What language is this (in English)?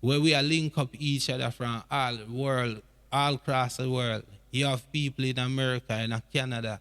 Jamaican Creole English